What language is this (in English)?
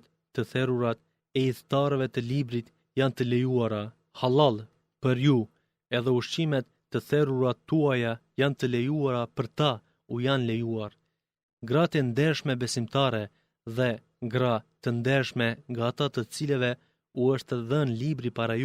Albanian